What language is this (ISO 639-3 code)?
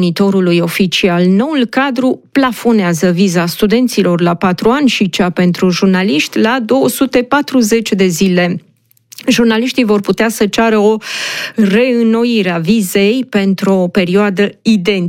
ron